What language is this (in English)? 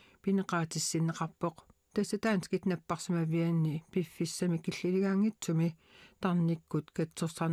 Kalaallisut